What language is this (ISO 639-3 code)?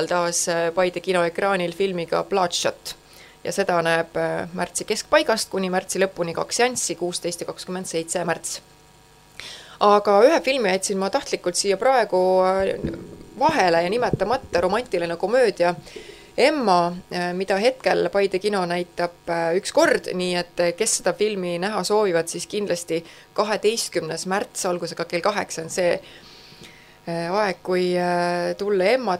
est